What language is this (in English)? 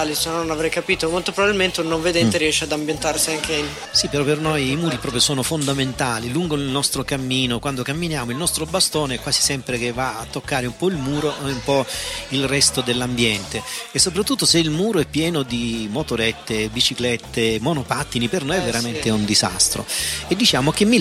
Italian